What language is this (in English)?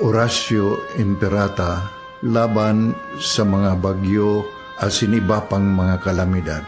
Bikol